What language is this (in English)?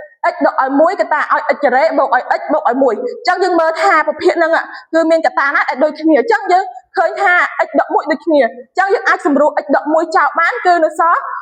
Khmer